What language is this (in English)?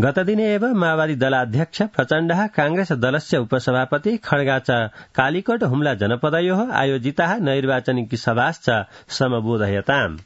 Sanskrit